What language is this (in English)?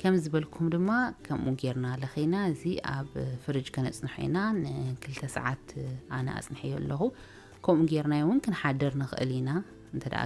Tigrinya